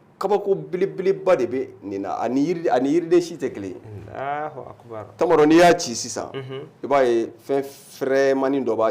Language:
Bambara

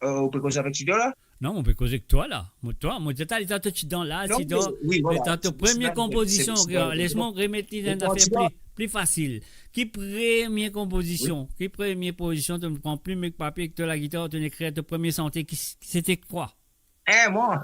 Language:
Morisyen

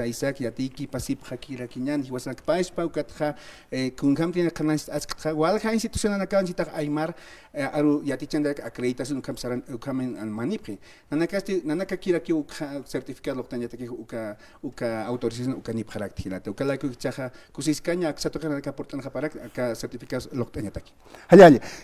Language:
Aymara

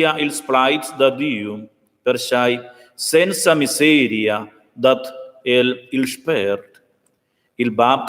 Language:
Romansh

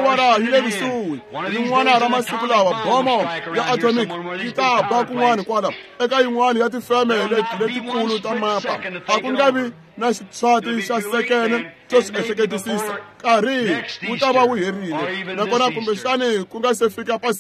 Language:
Tsonga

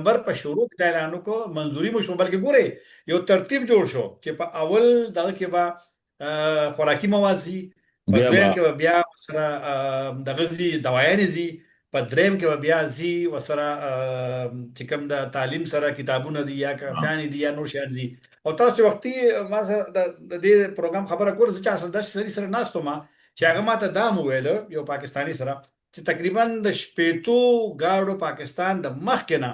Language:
Pashto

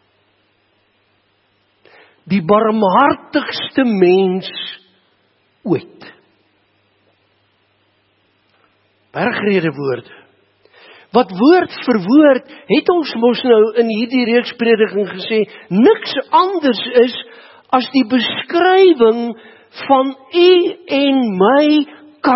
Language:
Afrikaans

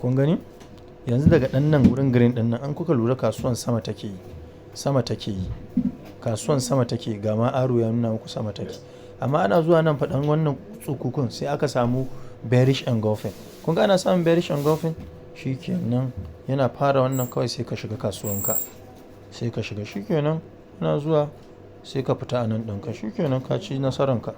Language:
Hausa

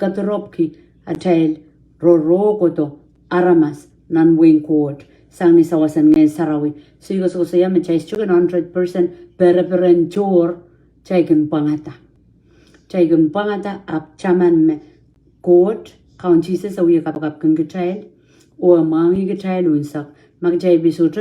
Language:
Pohnpeian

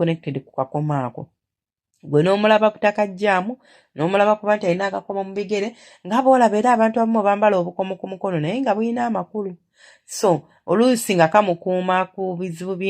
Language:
Ganda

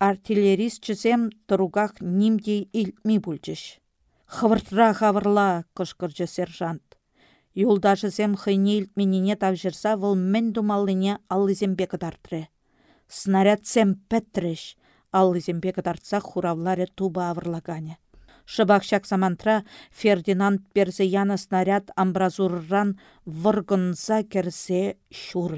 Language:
Chuvash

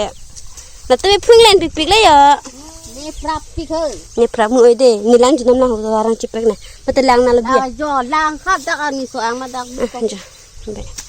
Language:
Karbi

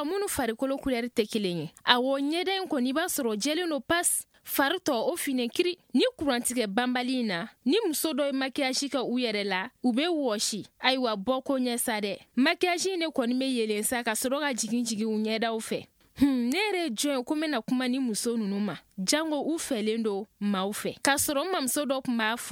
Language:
Bambara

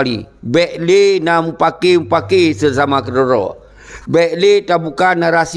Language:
Achinese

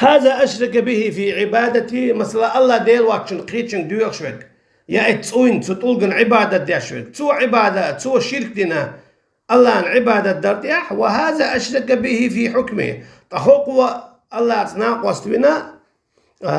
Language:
Chechen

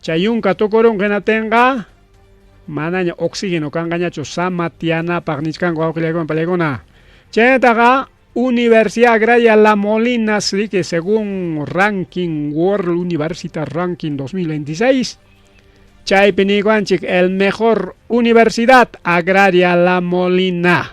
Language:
Ayacucho Quechua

